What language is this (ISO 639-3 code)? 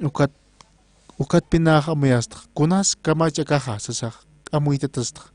aym